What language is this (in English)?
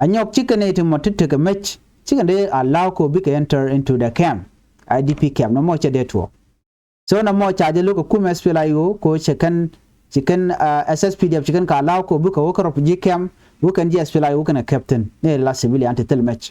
Nuer